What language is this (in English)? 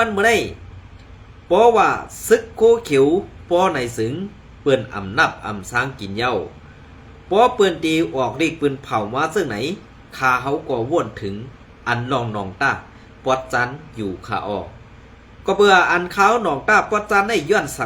Shan